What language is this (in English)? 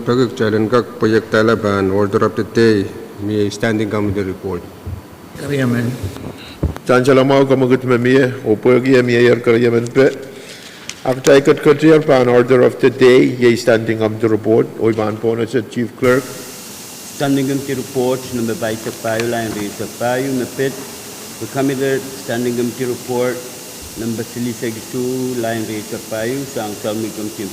Pohnpeian